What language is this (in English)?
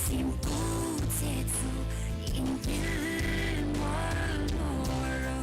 Hmar